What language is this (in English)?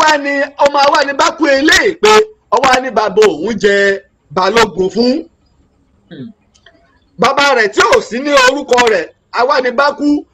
Yoruba